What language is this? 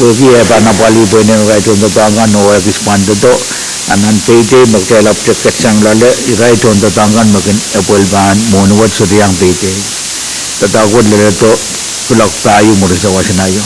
Pohnpeian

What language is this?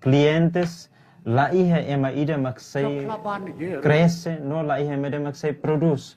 Tetum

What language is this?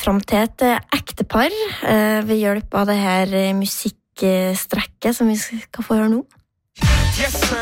Norwegian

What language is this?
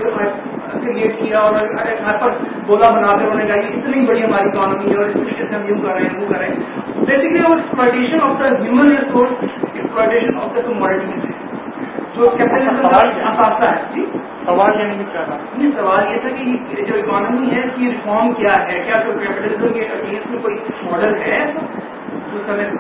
Urdu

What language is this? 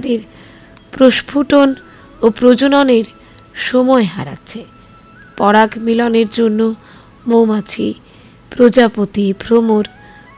Bangla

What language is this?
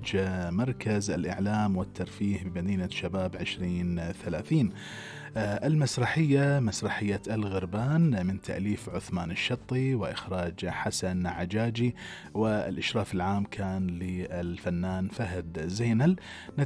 Gulf Arabic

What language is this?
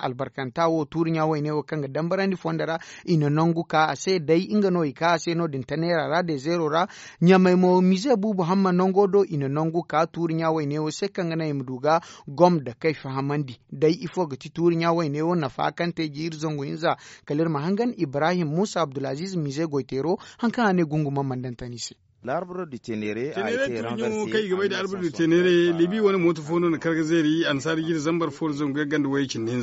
Zarma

